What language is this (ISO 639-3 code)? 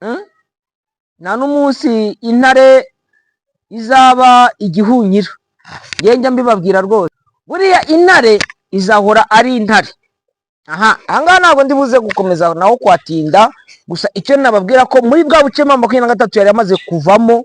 kin